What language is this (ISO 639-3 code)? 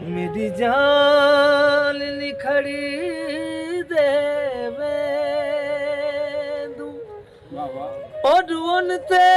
skr